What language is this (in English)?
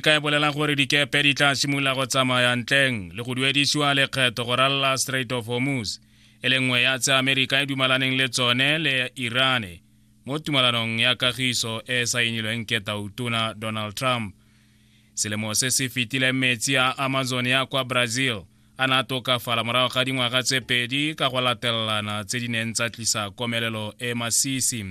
Tswana